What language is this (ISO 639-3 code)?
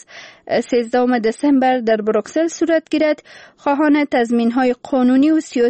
fas